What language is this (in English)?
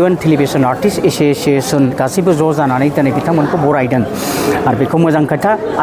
Bodo